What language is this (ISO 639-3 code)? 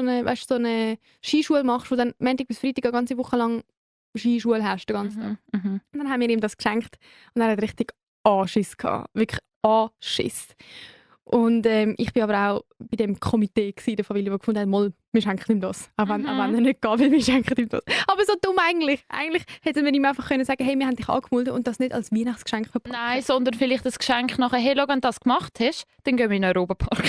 gsw